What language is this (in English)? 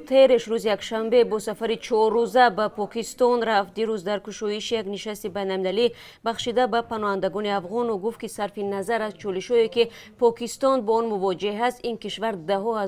Tajik